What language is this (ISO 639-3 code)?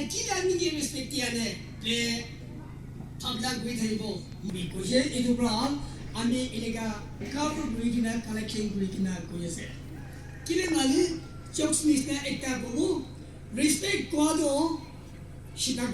nag